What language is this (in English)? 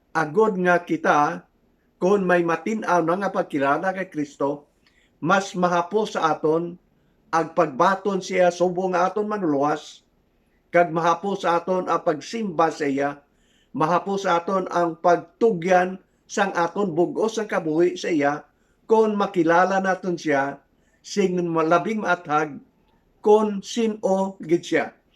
Hiligaynon